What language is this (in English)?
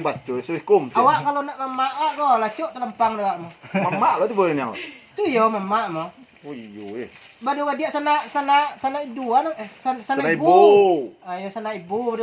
Minangkabau